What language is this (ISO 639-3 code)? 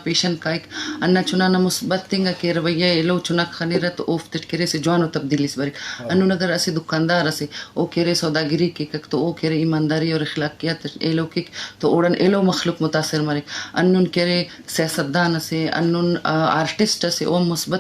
bgp